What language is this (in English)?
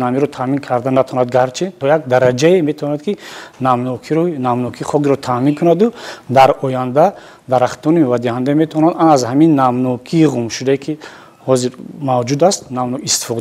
Tajik